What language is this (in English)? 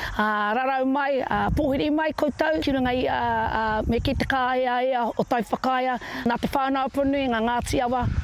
Māori